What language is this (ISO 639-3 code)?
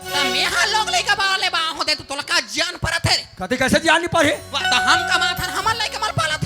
hne